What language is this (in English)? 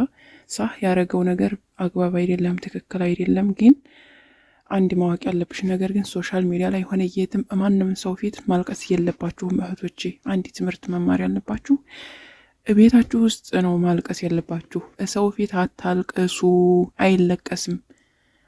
Amharic